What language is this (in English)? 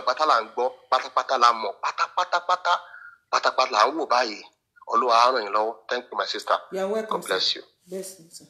Yoruba